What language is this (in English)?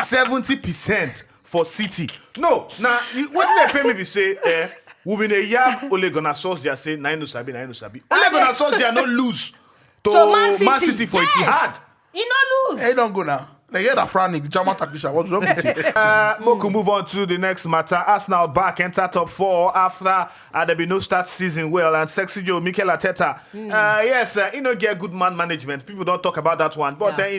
Nigerian Pidgin